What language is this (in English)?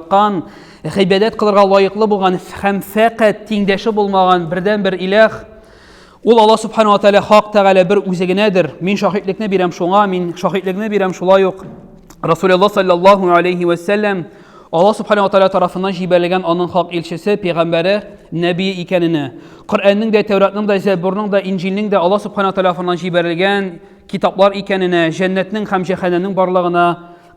Tatar